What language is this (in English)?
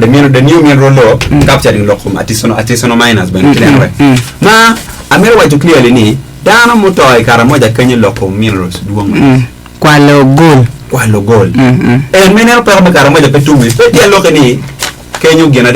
Acoli